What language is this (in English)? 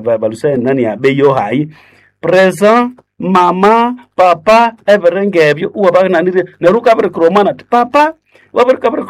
Nande